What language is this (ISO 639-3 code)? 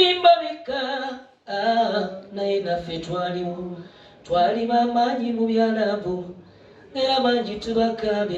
lug